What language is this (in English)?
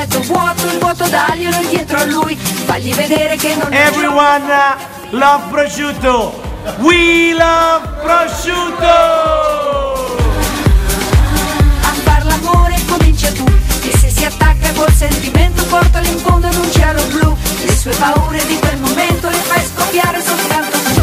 Italian